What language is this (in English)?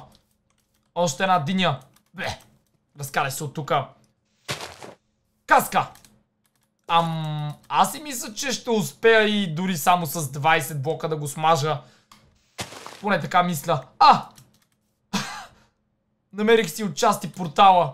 Bulgarian